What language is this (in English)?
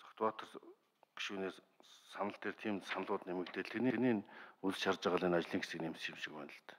Mongolian